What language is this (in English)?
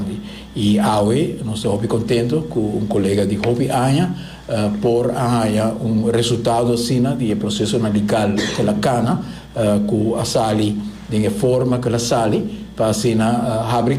Papiamento